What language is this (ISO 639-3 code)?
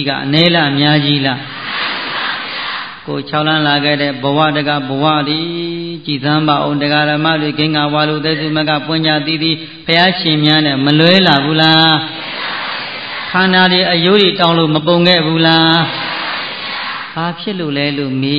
mya